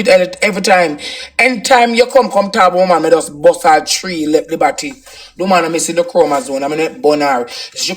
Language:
Jamaican Creole English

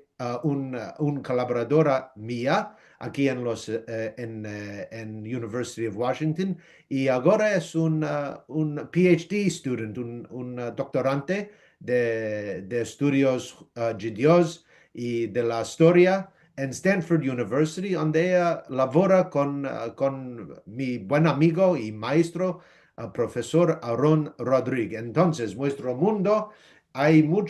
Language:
Ladino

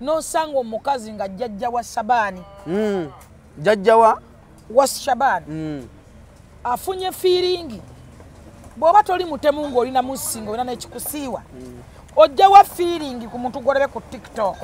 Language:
Ganda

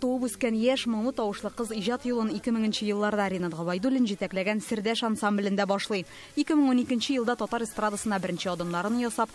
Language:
Tatar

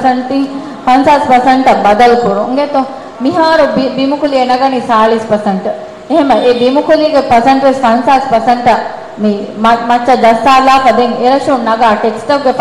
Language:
Divehi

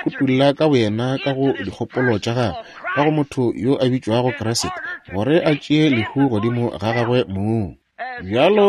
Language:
Northern Sotho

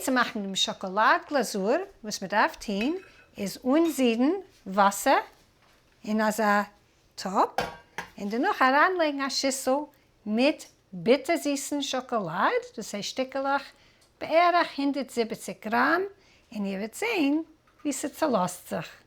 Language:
Yiddish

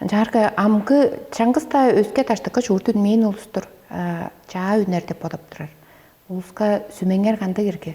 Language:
Tuvinian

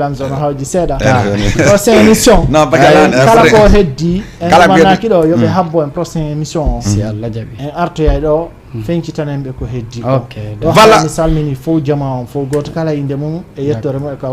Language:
Fula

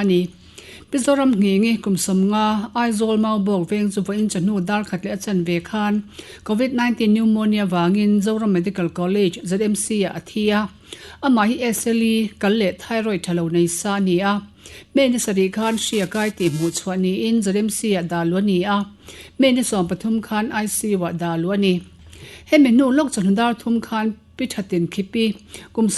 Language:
Mizo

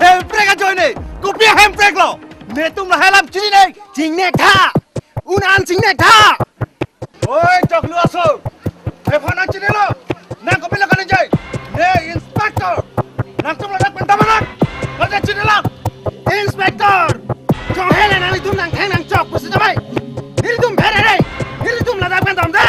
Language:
Karbi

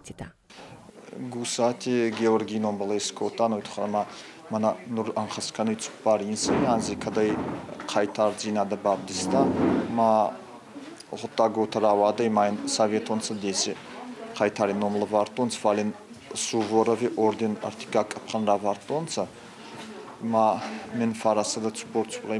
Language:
Ossetic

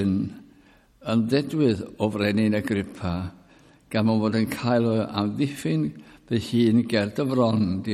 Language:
Welsh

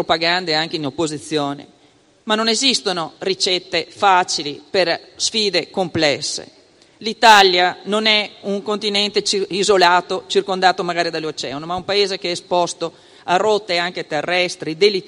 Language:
Italian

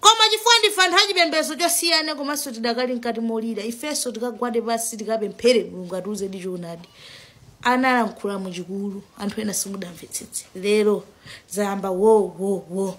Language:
Nyanja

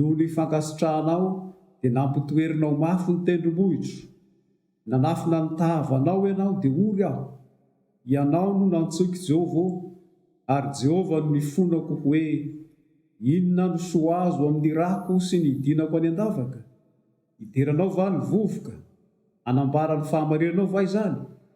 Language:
Malagasy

